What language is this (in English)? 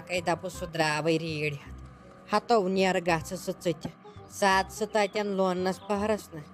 Kashmiri